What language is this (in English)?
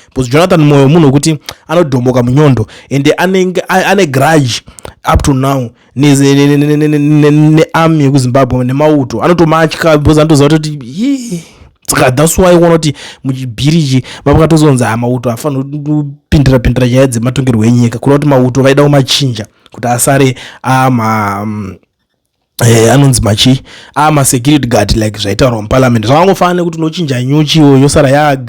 Shona